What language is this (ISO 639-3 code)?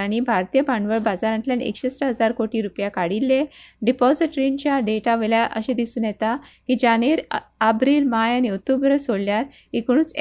kok